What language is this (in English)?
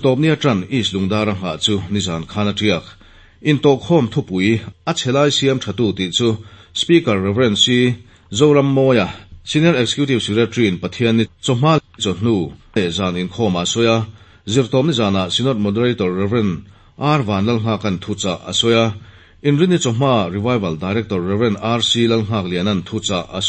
Mizo